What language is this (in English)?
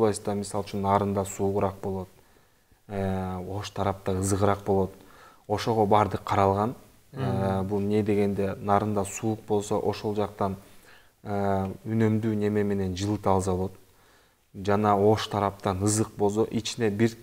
Kyrgyz